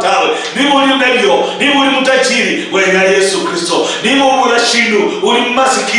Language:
Luyia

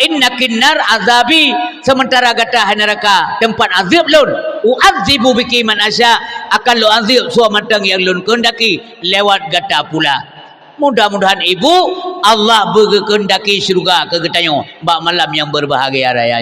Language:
Achinese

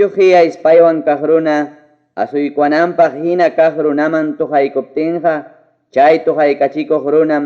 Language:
Ayacucho Quechua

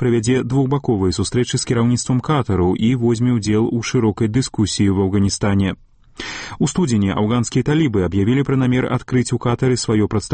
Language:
Belarusian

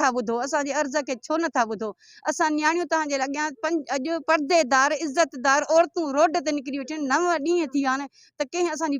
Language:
Sindhi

